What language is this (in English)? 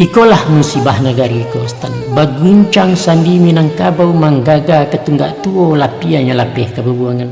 Minangkabau